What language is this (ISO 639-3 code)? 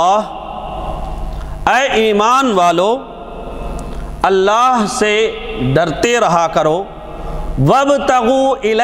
urd